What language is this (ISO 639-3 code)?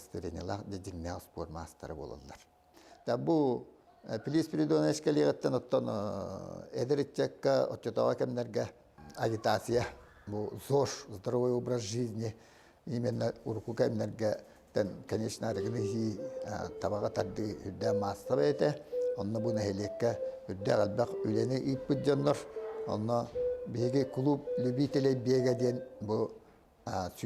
sah